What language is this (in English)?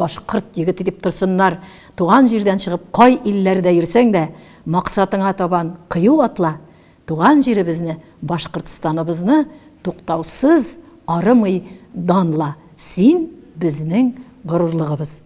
Tatar